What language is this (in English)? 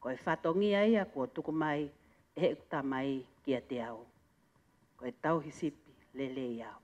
Tongan